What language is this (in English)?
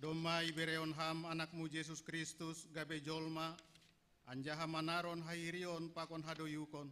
Batak Simalungun